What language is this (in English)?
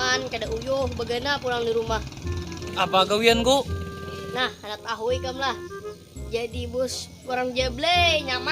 Banjar